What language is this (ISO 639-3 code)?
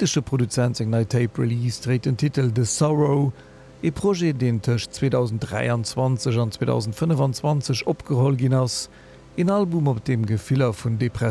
ltz